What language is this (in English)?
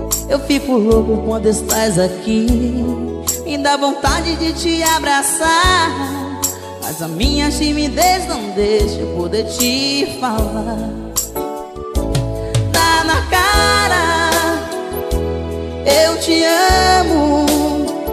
Portuguese